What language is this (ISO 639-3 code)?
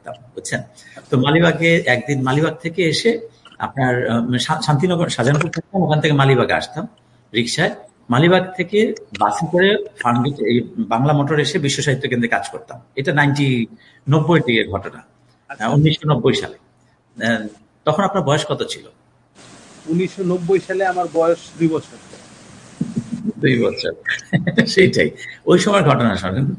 ben